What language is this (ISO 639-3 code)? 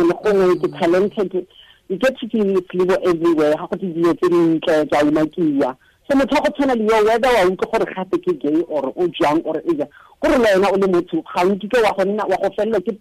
tsn